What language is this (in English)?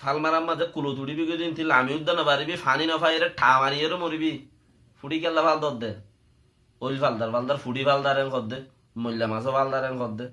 Rohingya